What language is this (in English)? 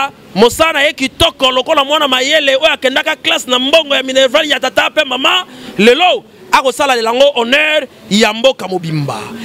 Lingala